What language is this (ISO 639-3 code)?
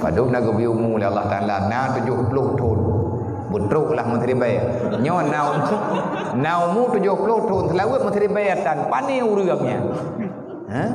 ace